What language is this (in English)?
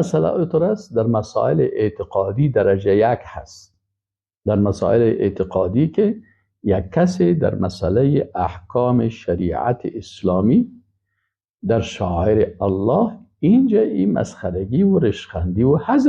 Persian